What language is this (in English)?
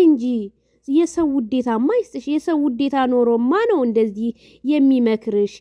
Amharic